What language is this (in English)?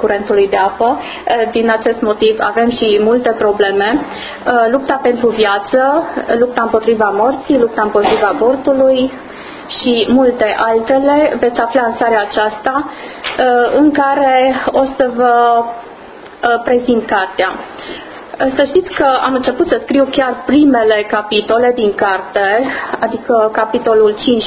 Romanian